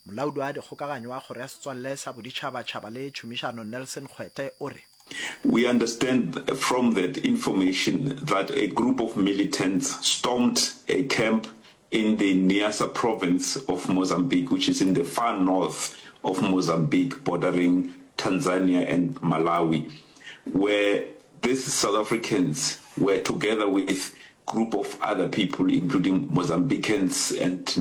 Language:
Northern Sotho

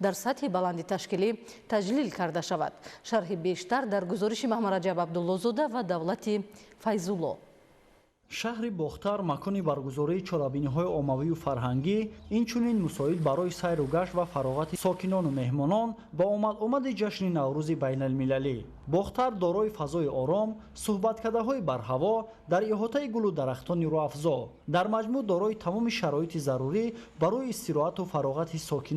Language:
Tajik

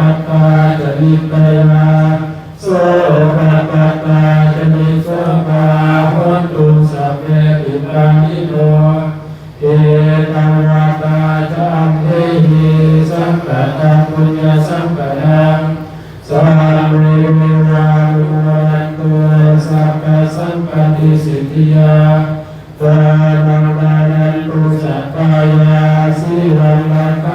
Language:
Pali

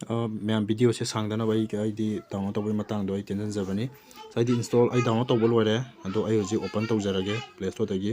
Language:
Manipuri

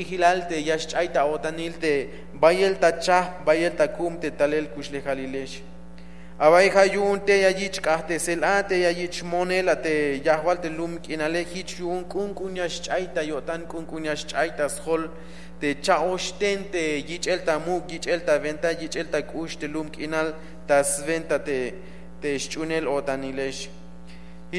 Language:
Tzeltal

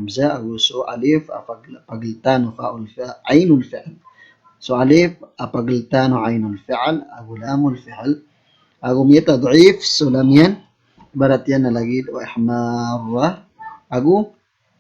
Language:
Maranao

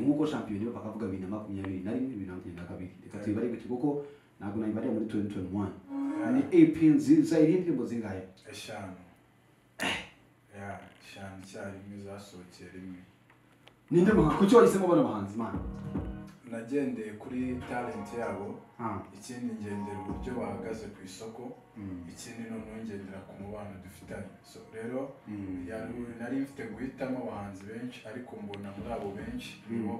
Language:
Kinyarwanda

